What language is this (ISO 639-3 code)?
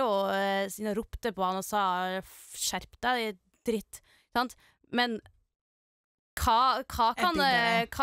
nor